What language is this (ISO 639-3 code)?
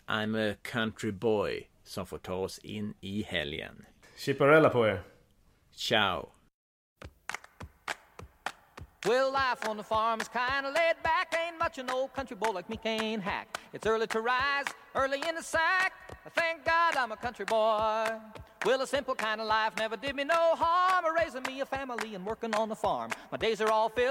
swe